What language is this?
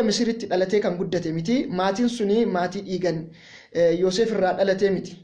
Oromo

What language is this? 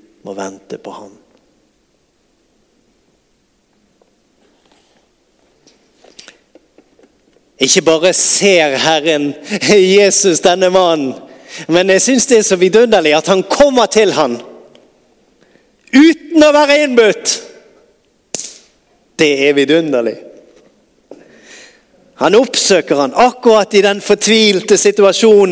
Norwegian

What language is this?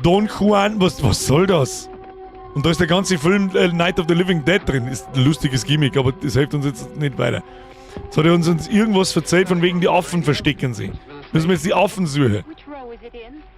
Bavarian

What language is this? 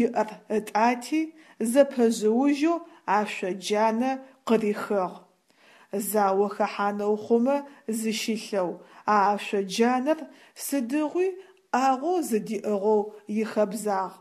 Adyghe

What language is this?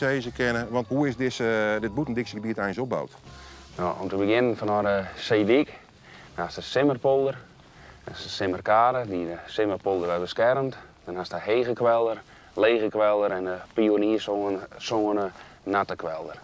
Western Frisian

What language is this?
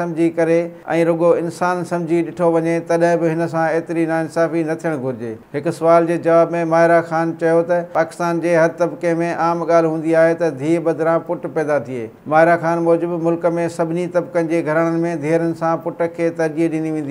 Sindhi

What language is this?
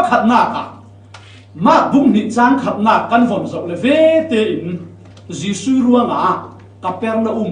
Falam Chin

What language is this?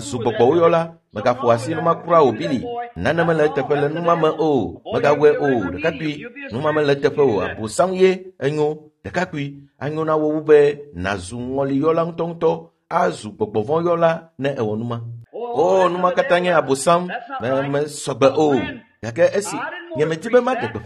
Ewe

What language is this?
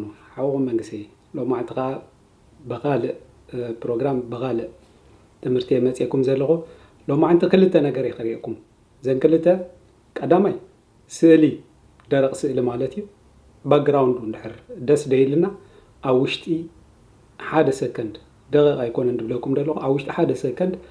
Tigrinya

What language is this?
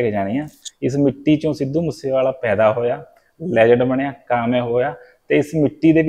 Punjabi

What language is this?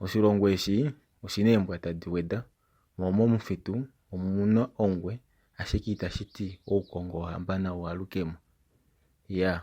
Kuanyama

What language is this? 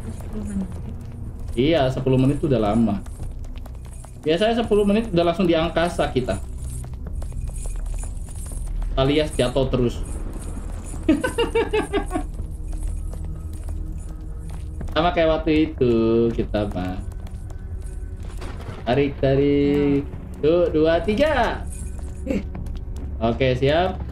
Indonesian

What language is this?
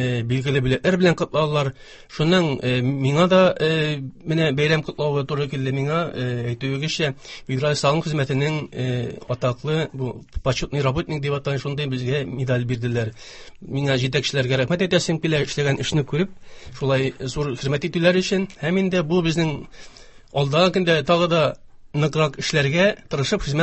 Tatar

